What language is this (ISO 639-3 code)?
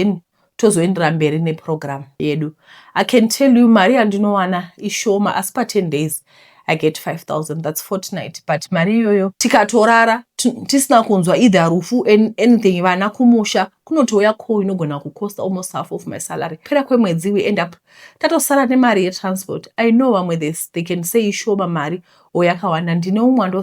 sna